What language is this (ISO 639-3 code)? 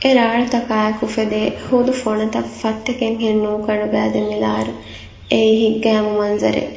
div